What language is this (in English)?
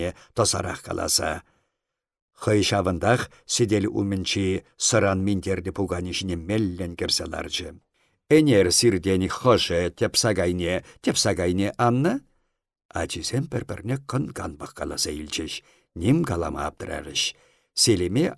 Chuvash